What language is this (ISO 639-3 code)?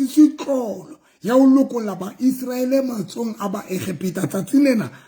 sot